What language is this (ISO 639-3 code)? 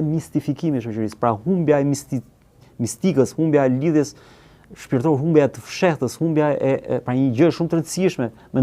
sqi